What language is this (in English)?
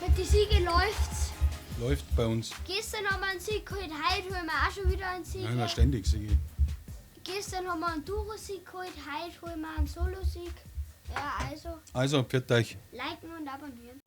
Bavarian